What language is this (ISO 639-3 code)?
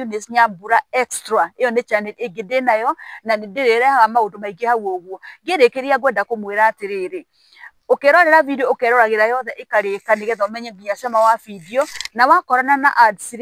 kik